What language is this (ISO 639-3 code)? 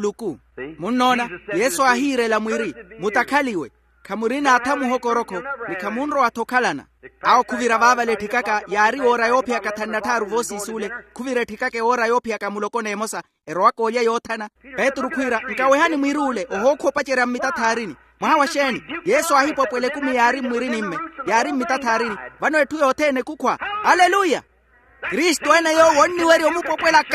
vmw